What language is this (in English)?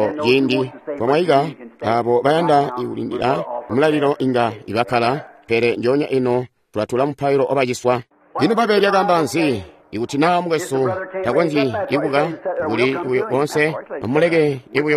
Tonga (Zambia)